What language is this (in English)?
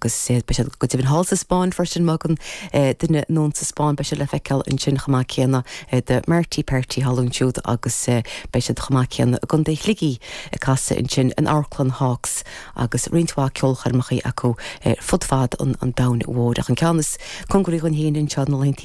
Irish